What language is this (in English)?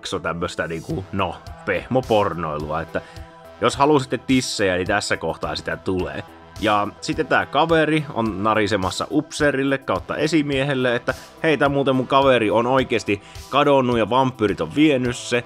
Finnish